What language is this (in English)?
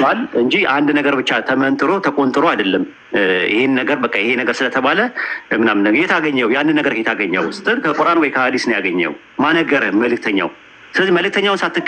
Amharic